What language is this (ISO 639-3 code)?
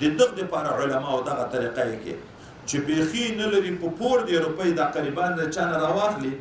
pus